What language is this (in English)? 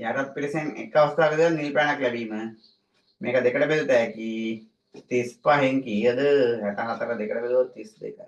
Sinhala